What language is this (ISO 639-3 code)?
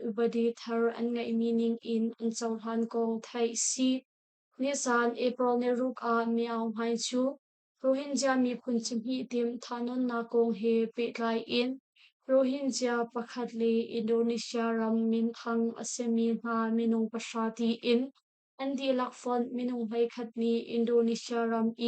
cnh